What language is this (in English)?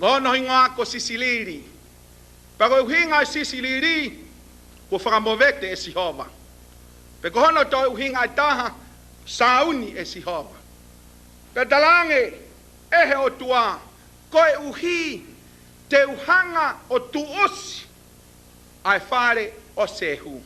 Tongan